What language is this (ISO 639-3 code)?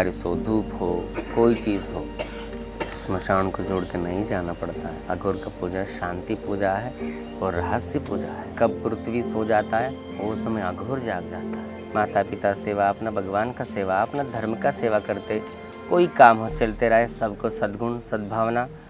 hin